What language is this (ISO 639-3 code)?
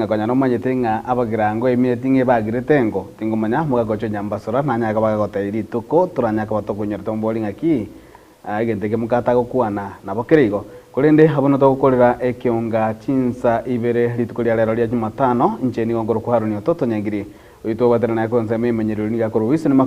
guz